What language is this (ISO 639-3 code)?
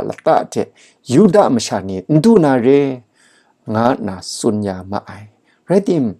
kac